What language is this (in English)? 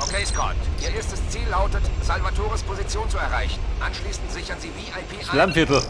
Bavarian